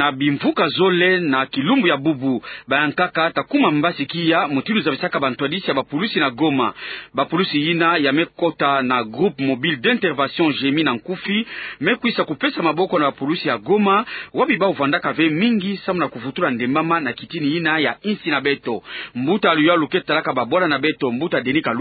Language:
Kituba (Democratic Republic of Congo)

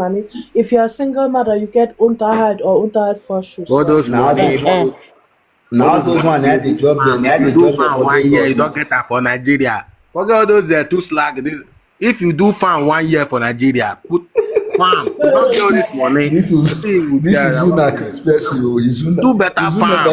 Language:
Nigerian Pidgin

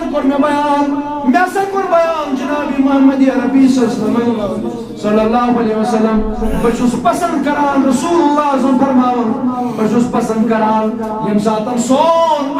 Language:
Kashmiri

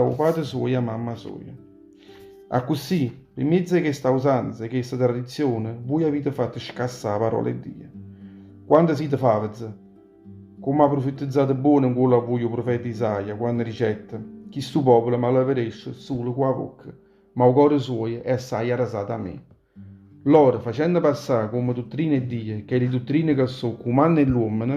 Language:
Neapolitan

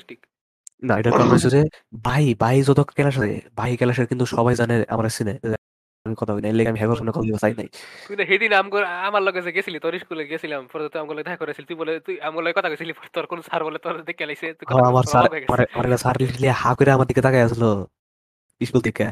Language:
Bangla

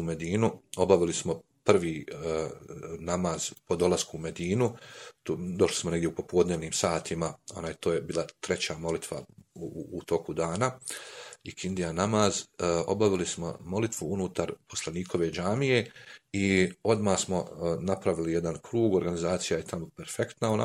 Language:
Bosnian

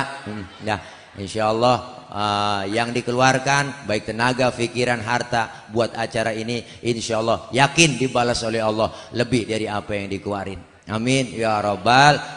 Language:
Betawi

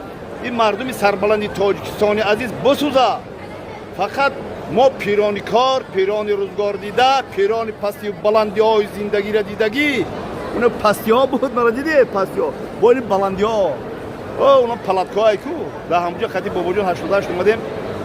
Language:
Tajik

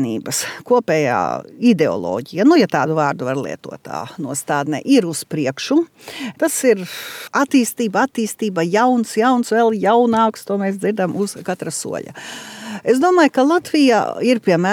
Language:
Latvian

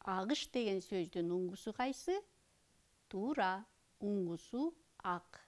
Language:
Kyrgyz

